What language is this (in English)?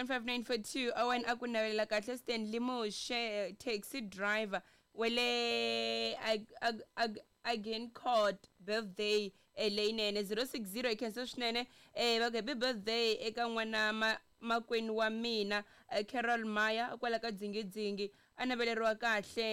Tsonga